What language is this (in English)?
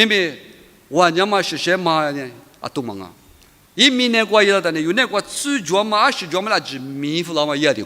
Lisu